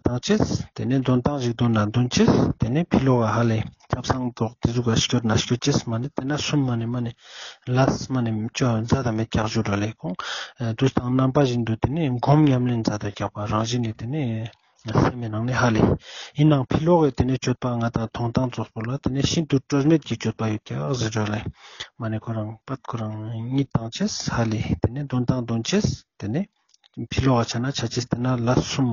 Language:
Ladakhi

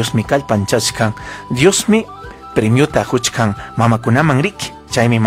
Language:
Ayacucho Quechua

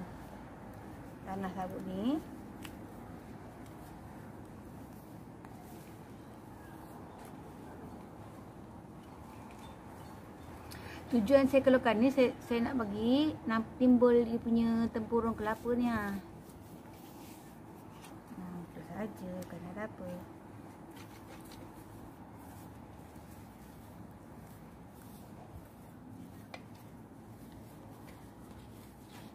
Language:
Malay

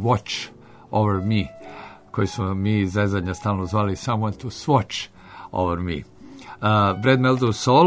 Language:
Serbian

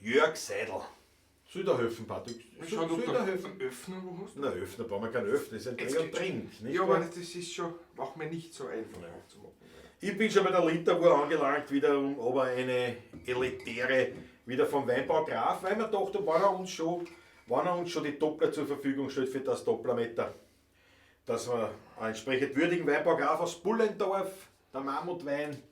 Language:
Bavarian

